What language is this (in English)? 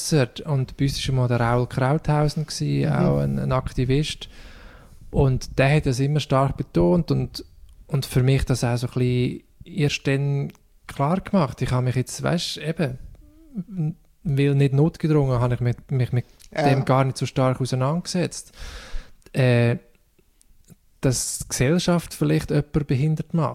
German